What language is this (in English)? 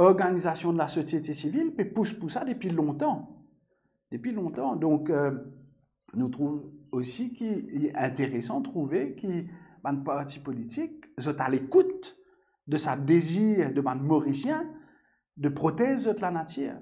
Morisyen